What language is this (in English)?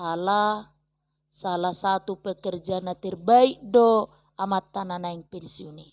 Batak Toba